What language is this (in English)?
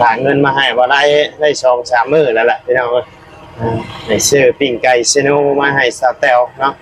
Lao